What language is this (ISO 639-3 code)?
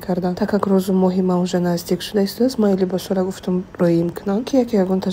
tgk